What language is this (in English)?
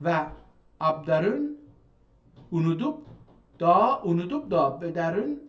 South Azerbaijani